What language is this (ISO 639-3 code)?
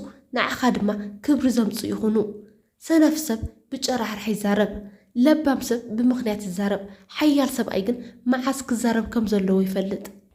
tir